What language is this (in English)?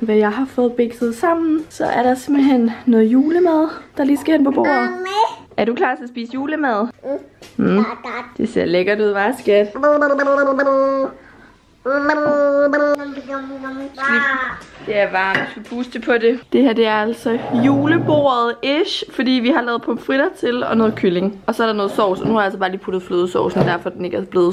Danish